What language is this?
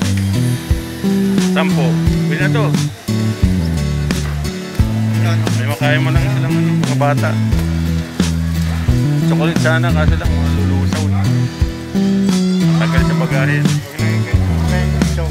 Filipino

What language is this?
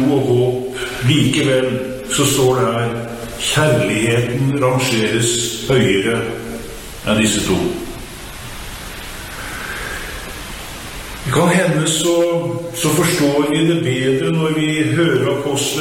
Norwegian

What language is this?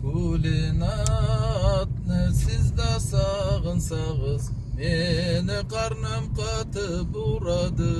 Karachay-Balkar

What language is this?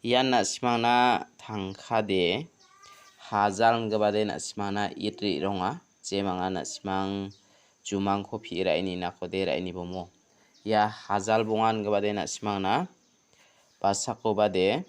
Garo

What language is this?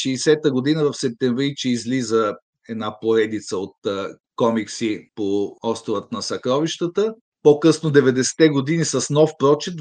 Bulgarian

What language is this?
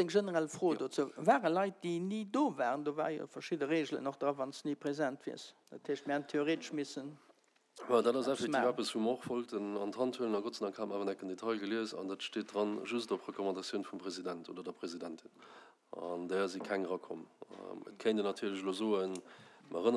Luxembourgish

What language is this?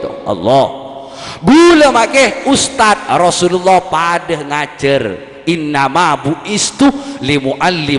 Madurese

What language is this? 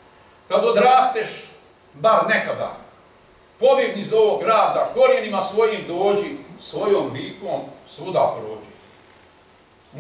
Croatian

